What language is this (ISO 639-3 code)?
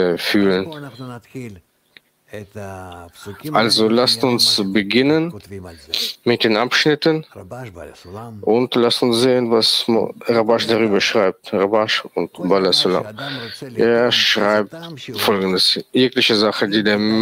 deu